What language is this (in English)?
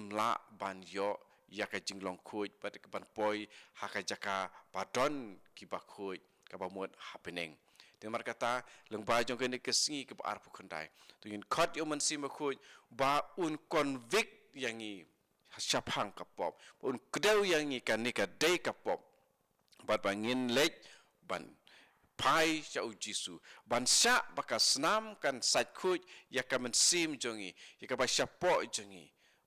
Khasi